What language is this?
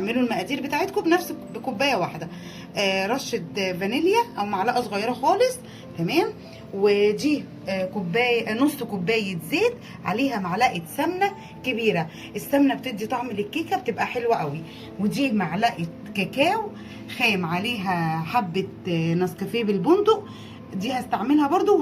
Egyptian Arabic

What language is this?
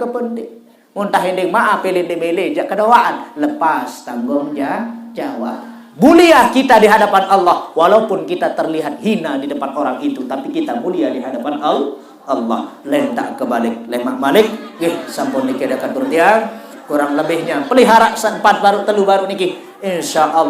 Sasak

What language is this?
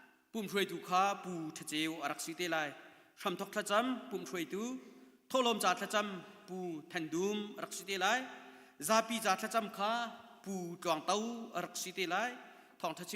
Hakha Chin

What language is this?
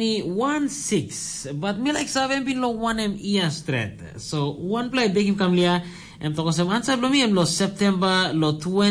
Tok Pisin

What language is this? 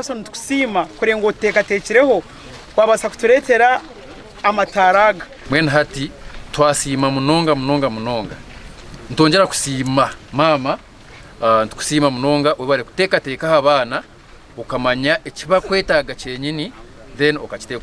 Nyankole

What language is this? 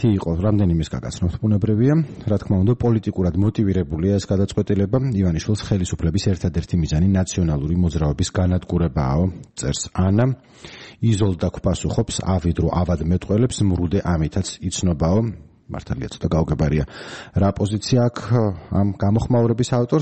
Georgian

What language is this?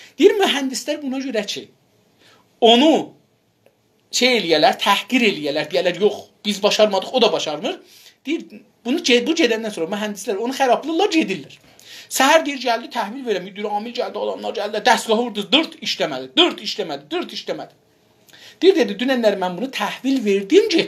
South Azerbaijani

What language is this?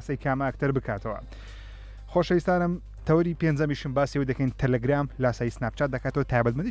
Central Kurdish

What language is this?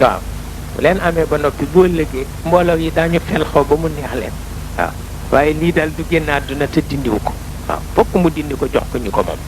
Wolof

